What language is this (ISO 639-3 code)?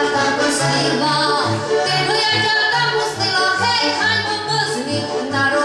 rue